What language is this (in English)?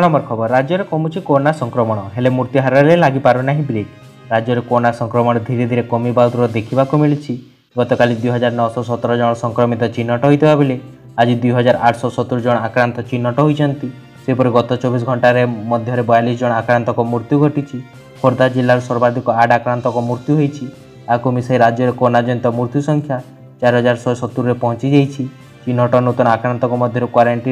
Odia